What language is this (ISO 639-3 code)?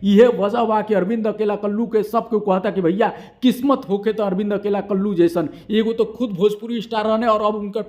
bho